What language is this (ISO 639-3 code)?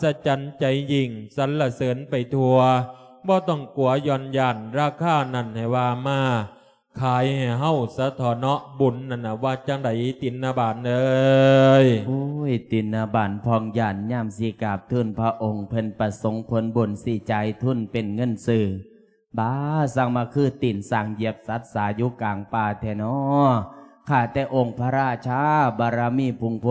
lao